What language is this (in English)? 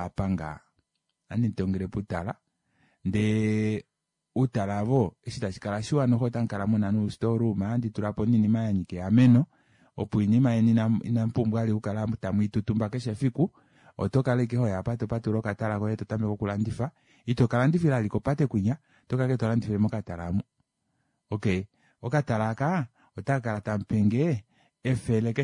Kuanyama